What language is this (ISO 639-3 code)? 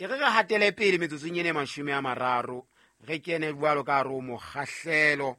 sot